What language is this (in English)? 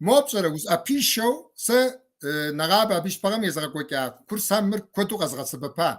Kabardian